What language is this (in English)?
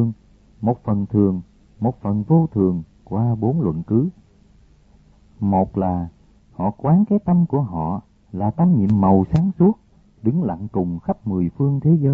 Vietnamese